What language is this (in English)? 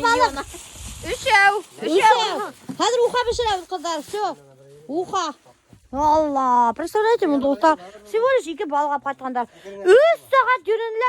Bashkir